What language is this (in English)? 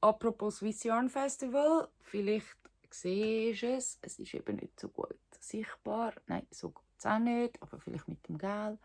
Swiss German